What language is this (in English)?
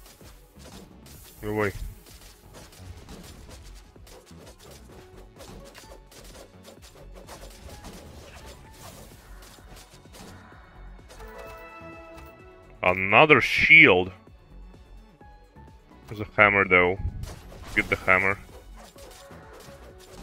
English